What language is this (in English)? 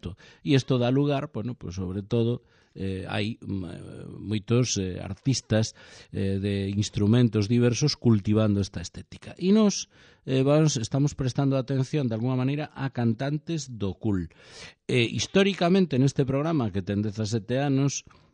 Galician